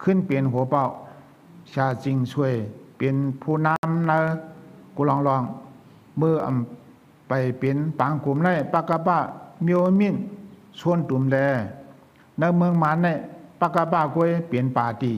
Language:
Shan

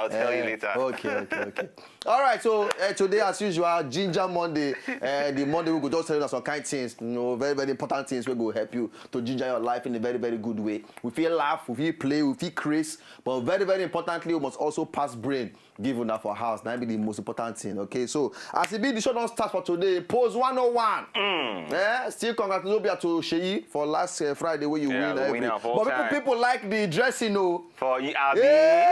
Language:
Nigerian Pidgin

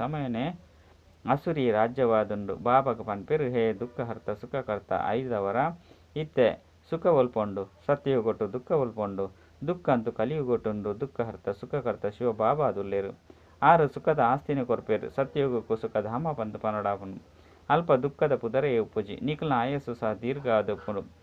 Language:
Tulu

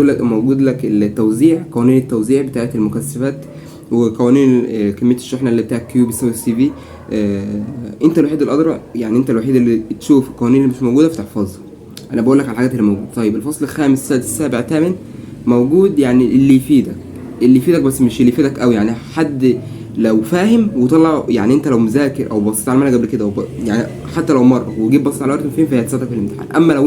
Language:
Egyptian Arabic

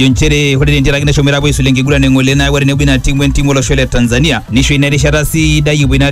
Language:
Masai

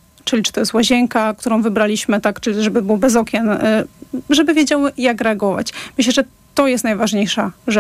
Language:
Polish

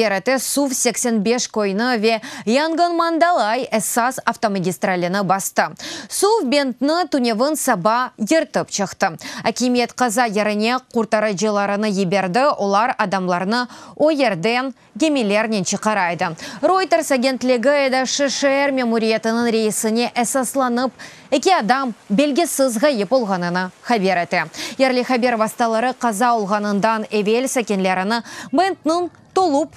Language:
Crimean Tatar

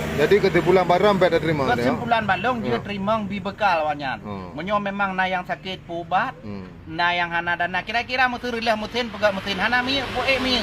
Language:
Achinese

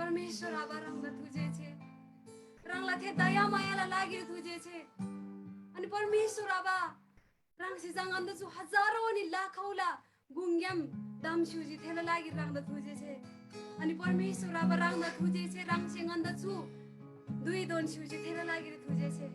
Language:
Eastern Tamang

